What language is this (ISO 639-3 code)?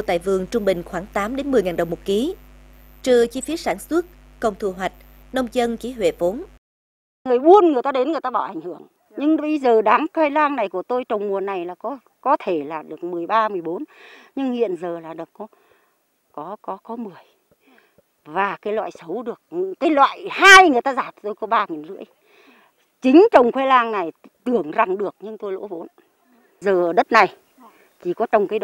vie